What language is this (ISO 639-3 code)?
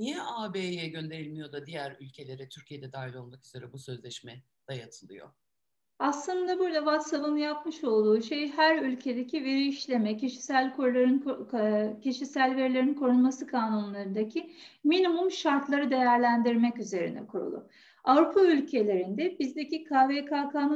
tur